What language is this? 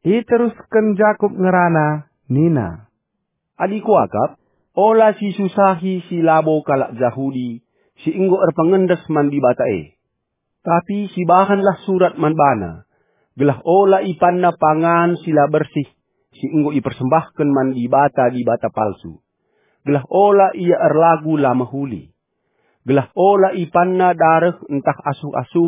Batak Karo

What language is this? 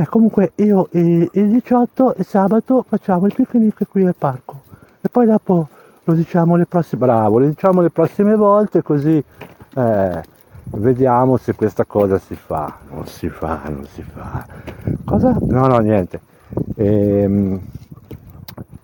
Italian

